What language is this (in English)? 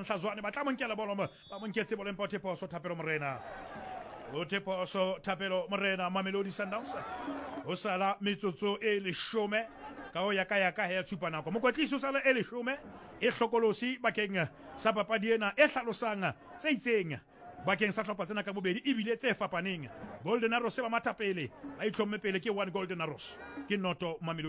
Southern Sotho